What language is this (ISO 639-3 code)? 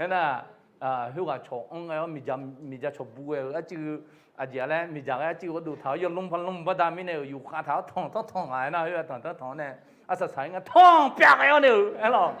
ahk